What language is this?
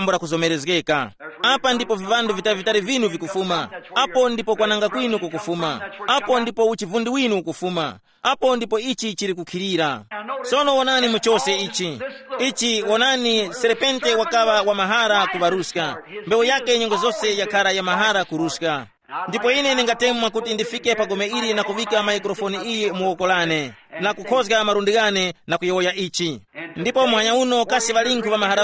Tumbuka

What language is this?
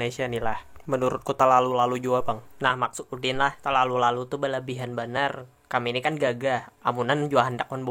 Banjar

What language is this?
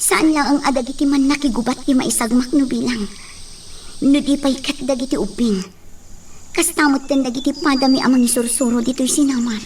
Iloko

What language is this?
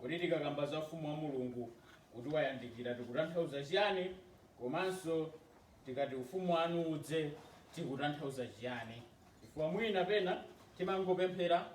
Nyanja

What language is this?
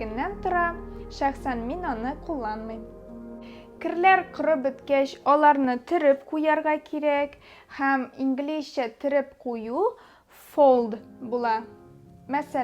Tatar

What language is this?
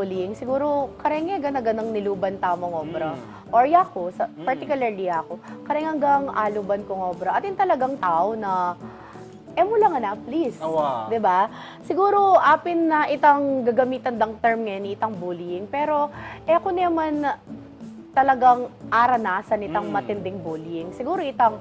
Pampanga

